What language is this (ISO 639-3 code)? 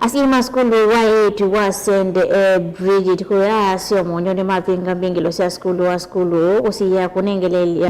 kam